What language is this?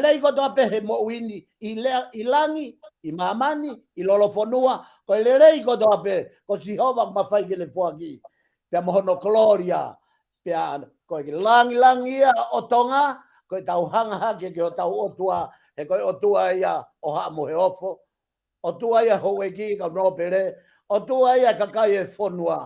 Tongan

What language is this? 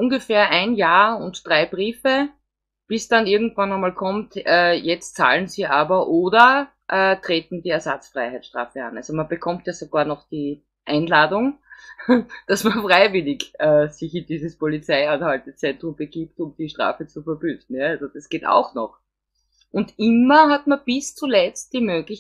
German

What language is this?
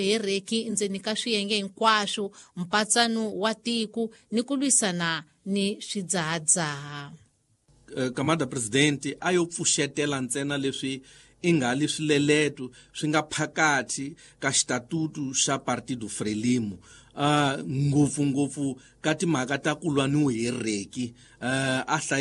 Tsonga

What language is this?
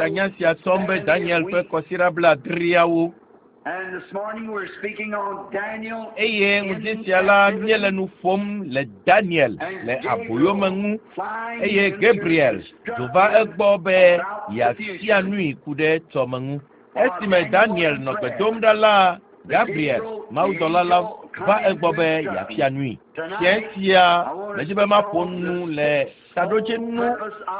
Ewe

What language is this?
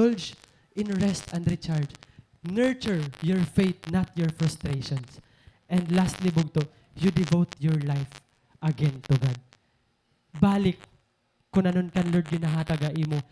Waray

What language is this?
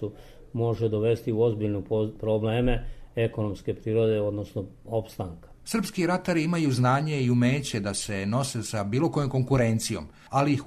Serbian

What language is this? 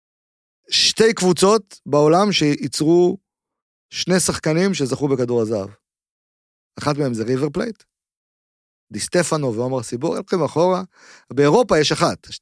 Hebrew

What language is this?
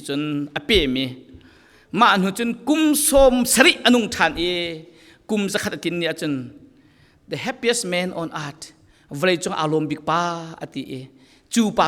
Falam Chin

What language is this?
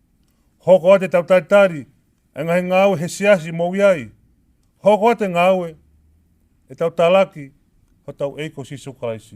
Tongan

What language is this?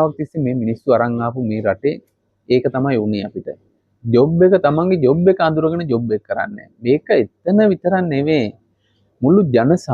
Sinhala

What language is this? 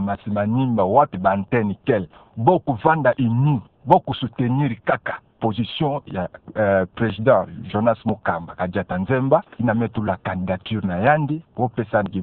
Kituba (Democratic Republic of Congo)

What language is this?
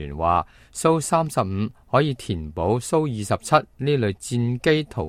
Cantonese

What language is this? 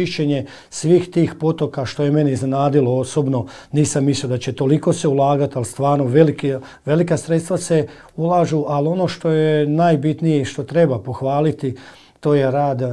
Croatian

